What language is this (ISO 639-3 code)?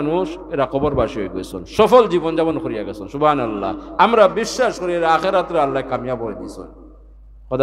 syl